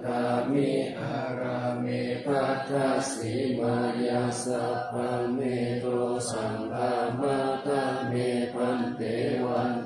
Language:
Pali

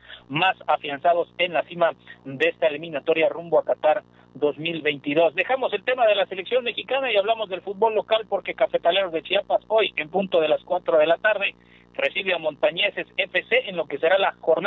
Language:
Spanish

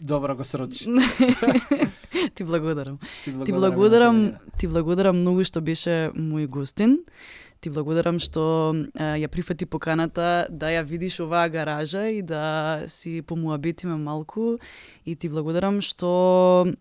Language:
Macedonian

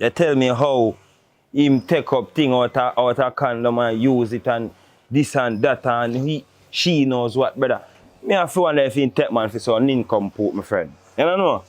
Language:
Jamaican Creole English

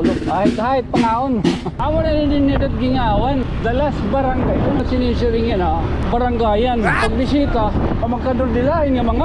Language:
Waray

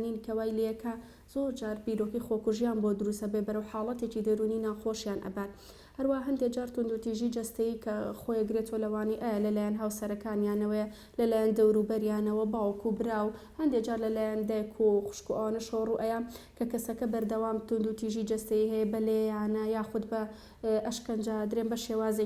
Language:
Central Kurdish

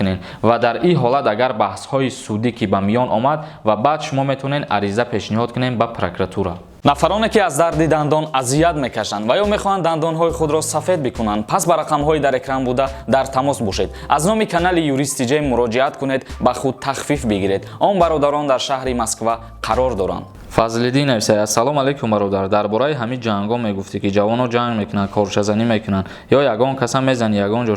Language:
Tajik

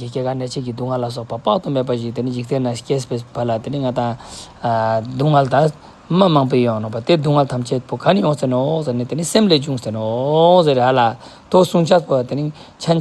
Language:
Ladakhi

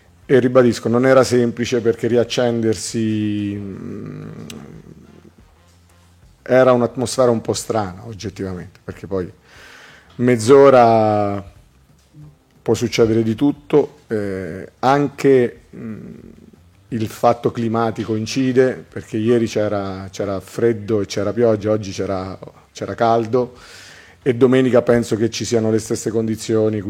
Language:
Italian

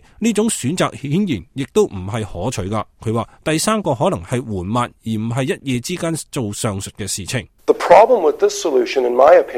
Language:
Cantonese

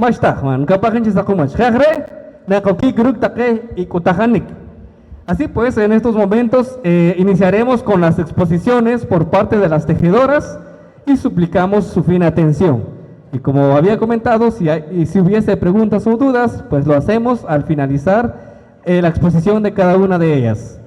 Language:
Poqomchi'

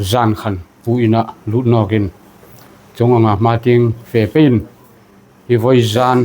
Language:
Hmar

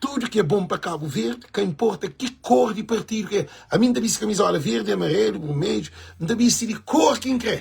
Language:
Kabuverdianu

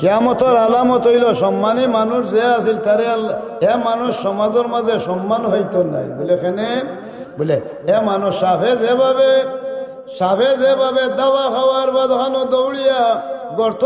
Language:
Sylheti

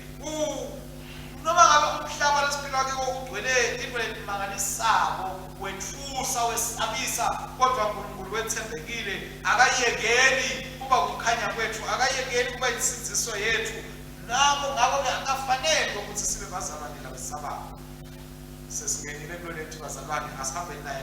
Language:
Swati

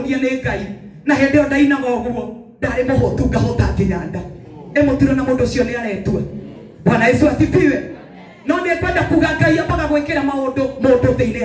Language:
Kikuyu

